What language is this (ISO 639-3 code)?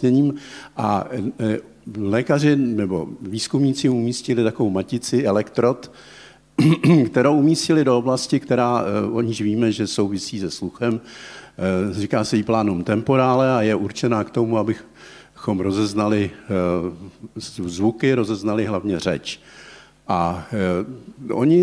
ces